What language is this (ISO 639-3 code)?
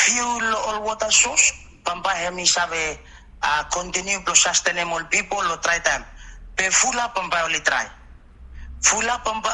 bis